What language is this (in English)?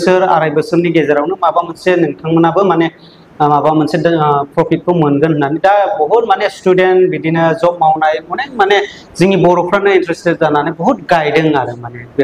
Bodo